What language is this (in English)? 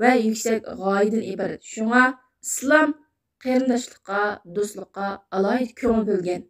Uyghur